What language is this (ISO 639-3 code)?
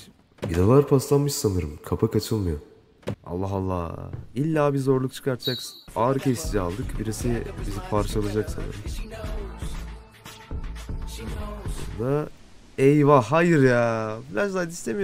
tur